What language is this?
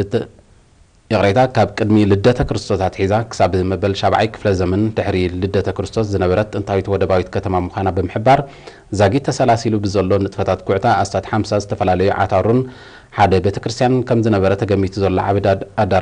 Tigrinya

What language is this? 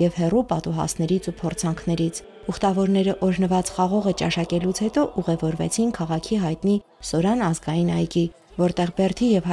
Armenian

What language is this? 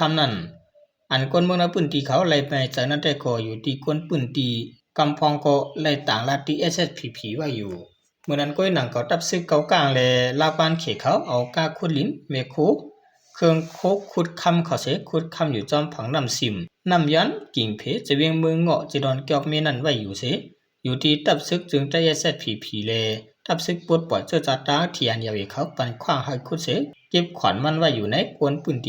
Shan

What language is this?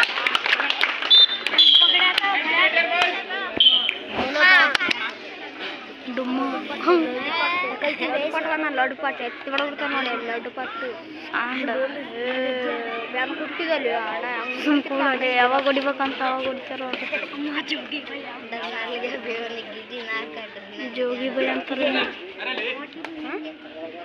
Kannada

